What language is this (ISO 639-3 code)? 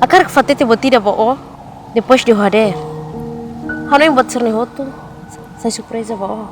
tet